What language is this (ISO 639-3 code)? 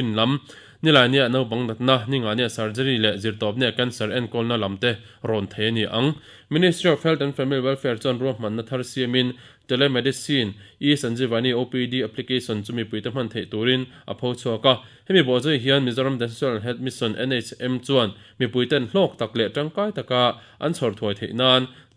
lus